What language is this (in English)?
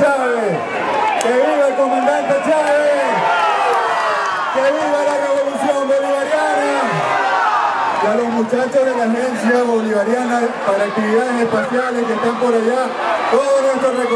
Spanish